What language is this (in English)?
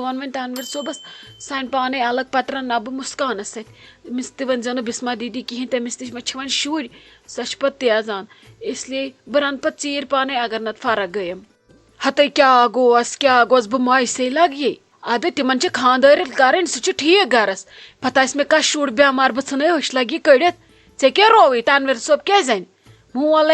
Kashmiri